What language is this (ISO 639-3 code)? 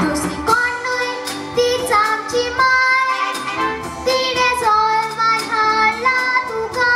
kok